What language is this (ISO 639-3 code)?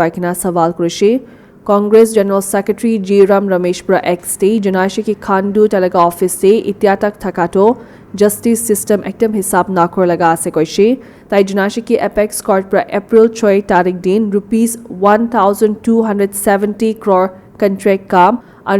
nag